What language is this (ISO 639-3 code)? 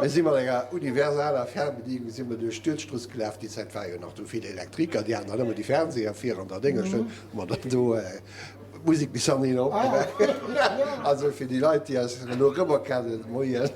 ltz